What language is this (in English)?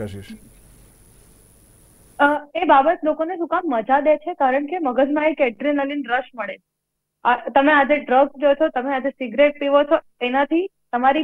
Gujarati